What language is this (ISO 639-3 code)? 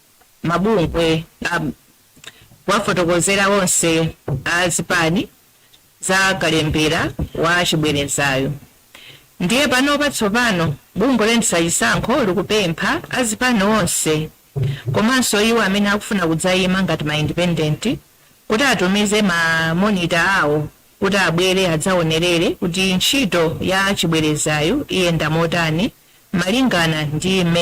nya